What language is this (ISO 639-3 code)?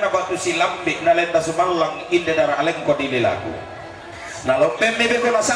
sda